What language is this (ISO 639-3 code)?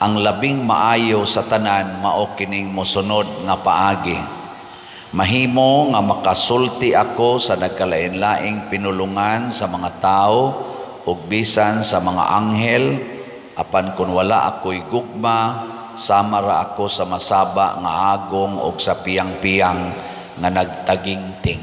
ceb